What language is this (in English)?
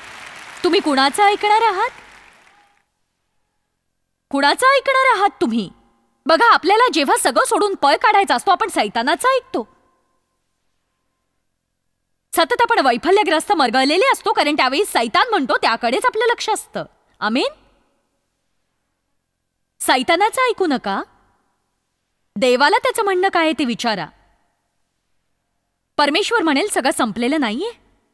Marathi